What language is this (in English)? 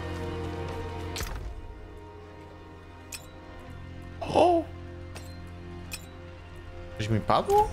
Polish